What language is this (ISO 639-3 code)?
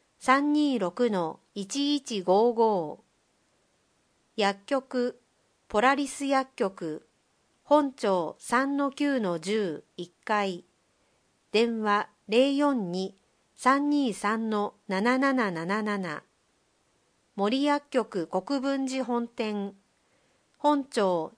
jpn